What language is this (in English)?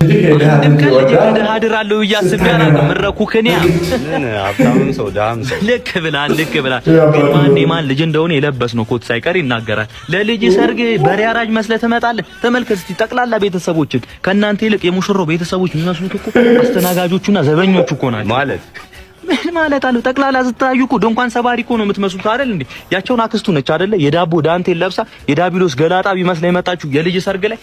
Amharic